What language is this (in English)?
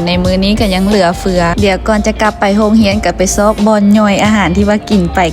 Lao